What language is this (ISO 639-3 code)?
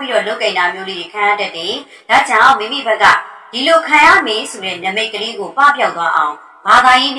mya